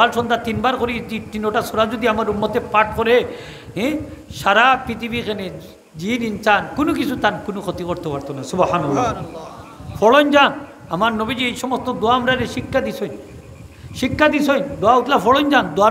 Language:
Sylheti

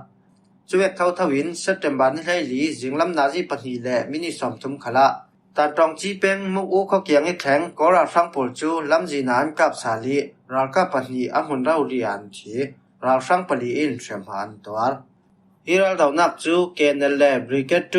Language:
Falam Chin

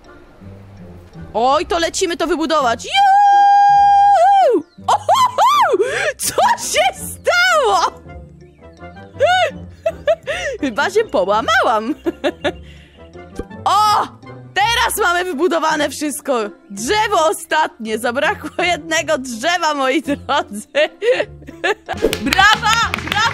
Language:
Polish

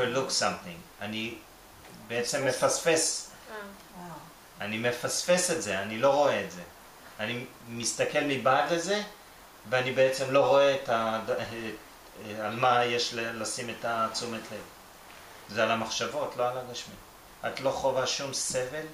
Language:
Hebrew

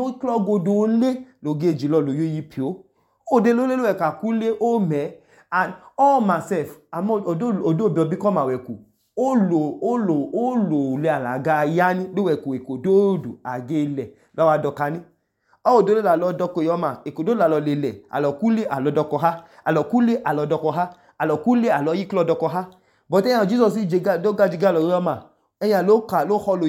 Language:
Idoma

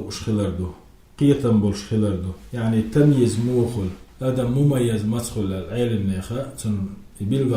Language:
Chechen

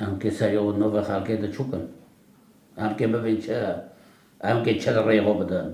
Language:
Kurdish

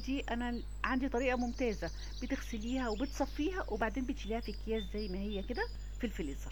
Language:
Egyptian Arabic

